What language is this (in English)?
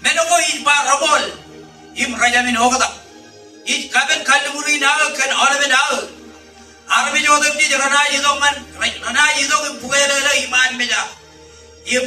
Marshallese